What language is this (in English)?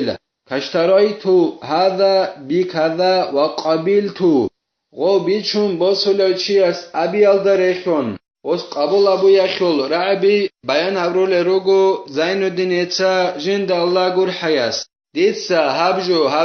Avaric